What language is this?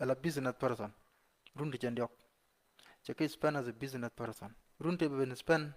Nuer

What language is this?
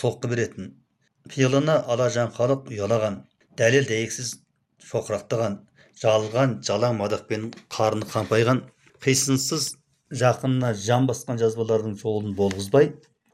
Kazakh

